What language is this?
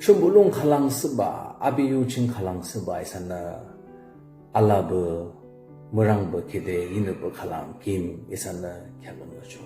Yimchungru Naga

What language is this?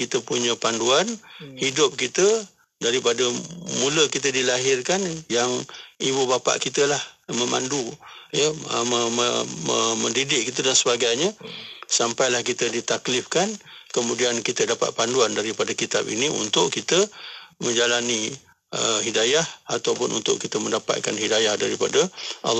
Malay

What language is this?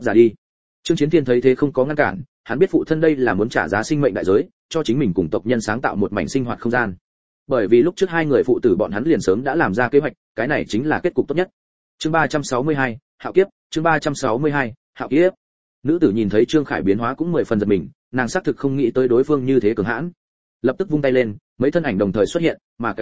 Vietnamese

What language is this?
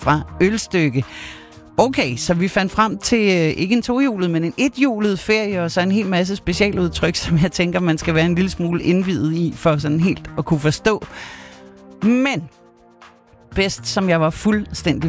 Danish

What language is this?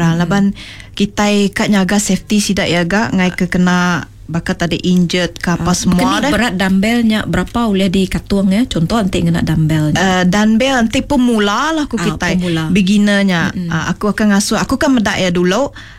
Iban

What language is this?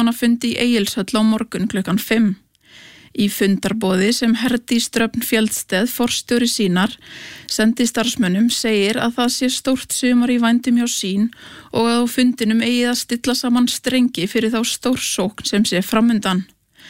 Icelandic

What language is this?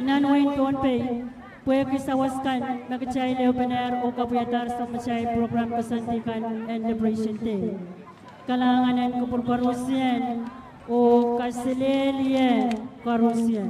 Pohnpeian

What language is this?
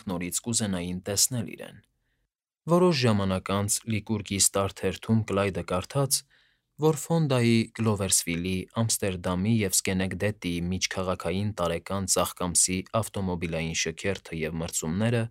Armenian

